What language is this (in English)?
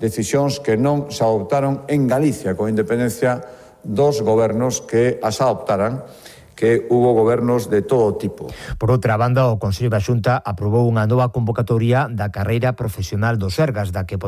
Galician